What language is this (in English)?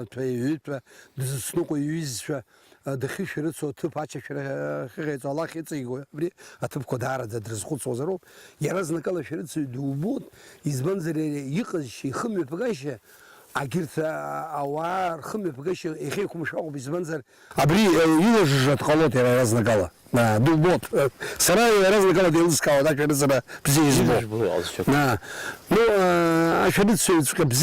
Abkhazian